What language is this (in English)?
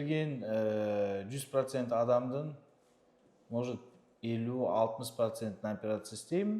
Kazakh